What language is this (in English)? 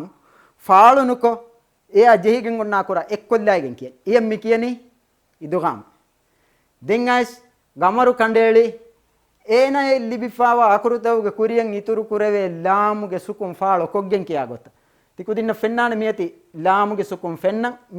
Divehi